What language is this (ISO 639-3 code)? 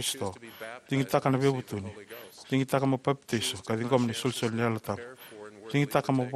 fij